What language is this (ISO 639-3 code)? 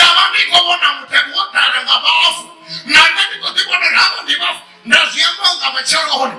ven